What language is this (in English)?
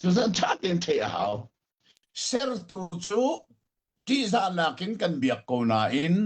Hakha Chin